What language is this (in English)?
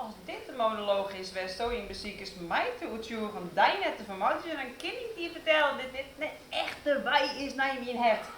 Western Frisian